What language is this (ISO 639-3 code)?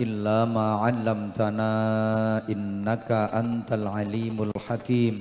jav